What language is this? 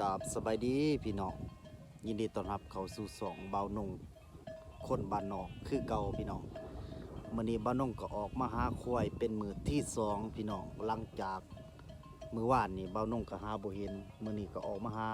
Northeastern Thai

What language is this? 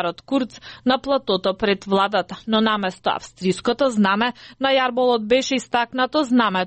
Macedonian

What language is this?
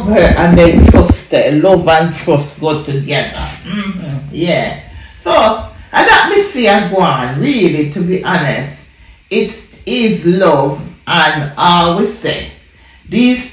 Jamaican Creole English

